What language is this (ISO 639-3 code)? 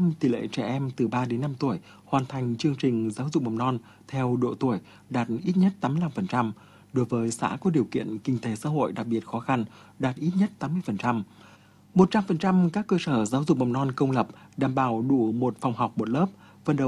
vie